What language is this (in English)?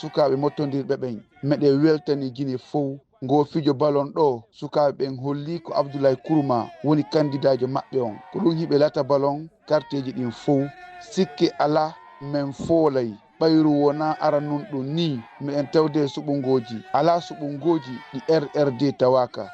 Fula